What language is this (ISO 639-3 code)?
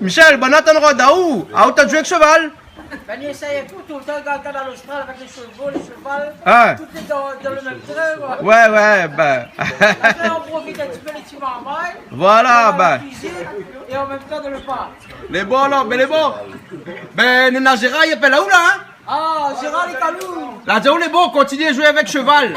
rcf